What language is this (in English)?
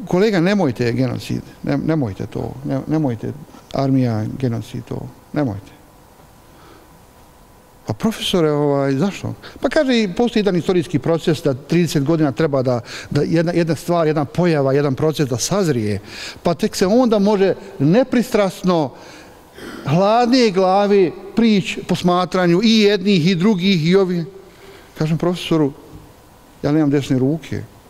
Bosnian